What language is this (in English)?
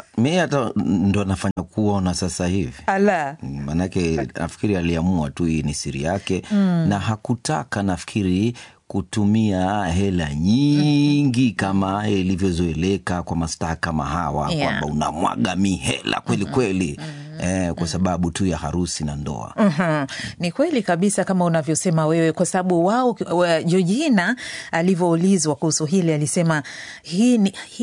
Swahili